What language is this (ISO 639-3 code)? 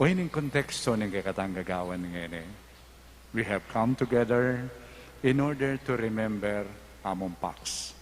pam